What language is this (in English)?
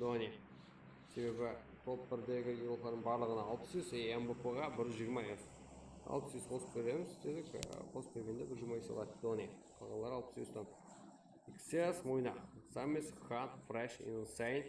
Kara-Kalpak